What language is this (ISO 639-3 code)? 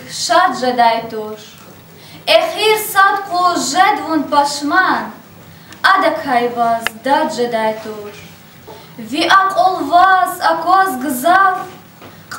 lez